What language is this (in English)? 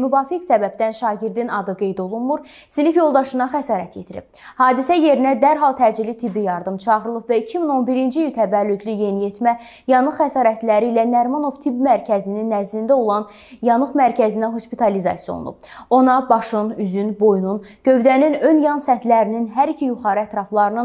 Azerbaijani